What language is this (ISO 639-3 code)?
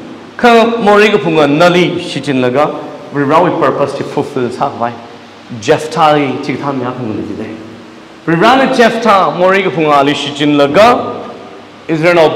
nmf